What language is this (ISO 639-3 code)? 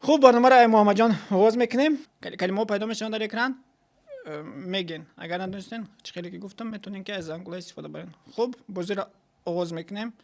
tgk